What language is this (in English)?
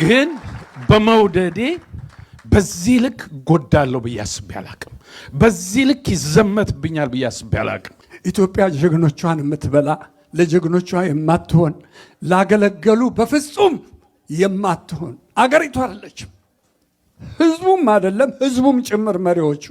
Amharic